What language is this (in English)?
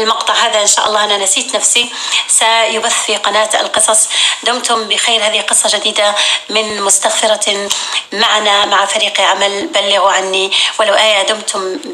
North Levantine Arabic